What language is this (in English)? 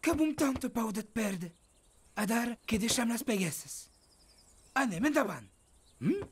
Occitan